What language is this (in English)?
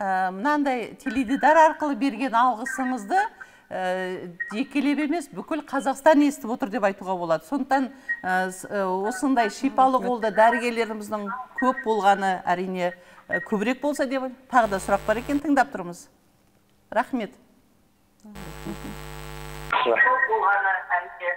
Kazakh